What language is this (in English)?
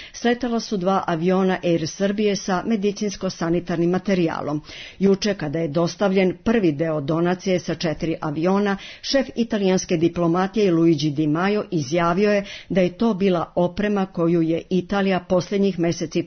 Serbian